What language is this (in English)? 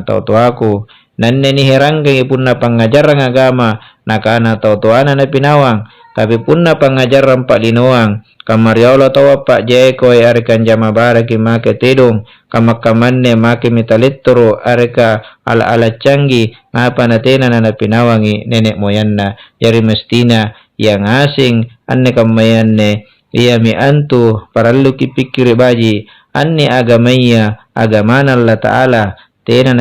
Makasar